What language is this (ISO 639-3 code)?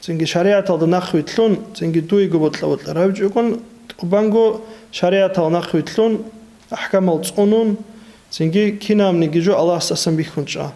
ava